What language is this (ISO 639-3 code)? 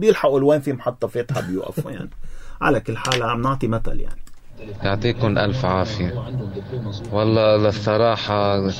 apc